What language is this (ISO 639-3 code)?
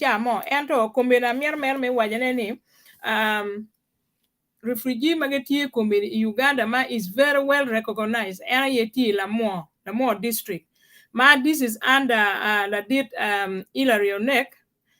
ach